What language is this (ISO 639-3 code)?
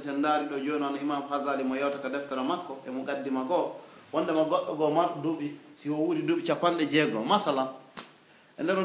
fuf